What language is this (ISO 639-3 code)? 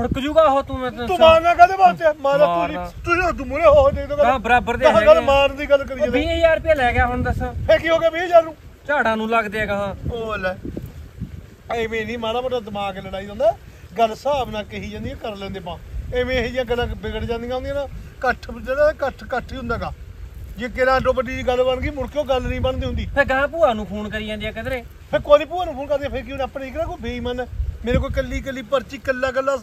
pan